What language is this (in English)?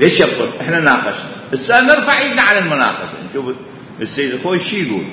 Mesopotamian Arabic